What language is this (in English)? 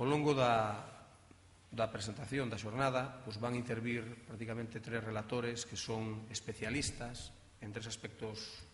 Galician